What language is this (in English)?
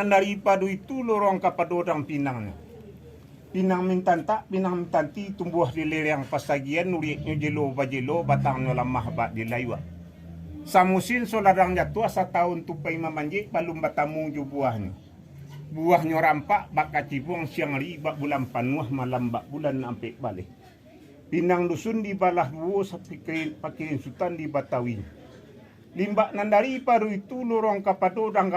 Minangkabau